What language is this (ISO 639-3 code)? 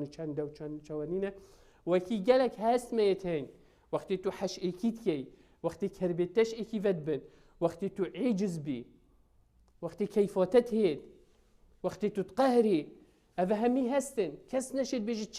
kur